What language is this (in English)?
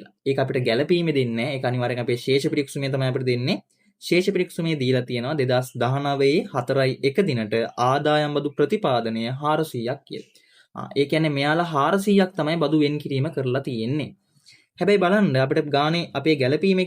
Sinhala